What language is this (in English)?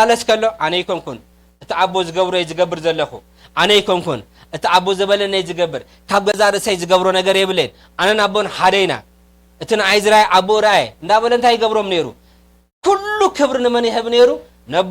Tigrinya